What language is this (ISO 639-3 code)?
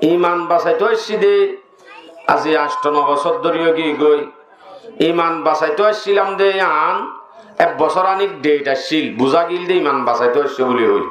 rhg